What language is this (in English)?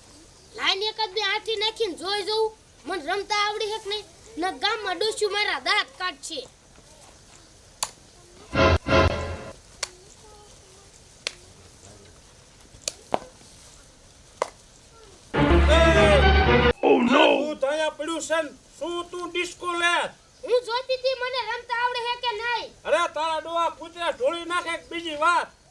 Gujarati